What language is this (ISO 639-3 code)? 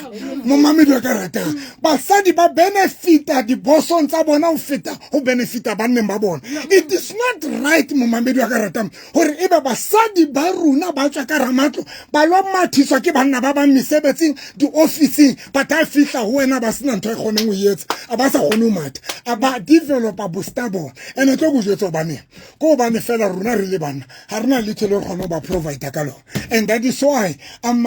sot